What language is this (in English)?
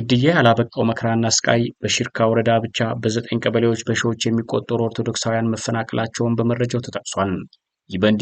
Amharic